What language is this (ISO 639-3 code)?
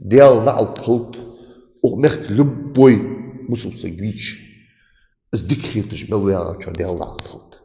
inh